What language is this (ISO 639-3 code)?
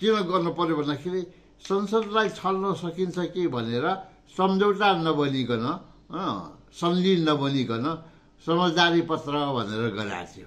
nep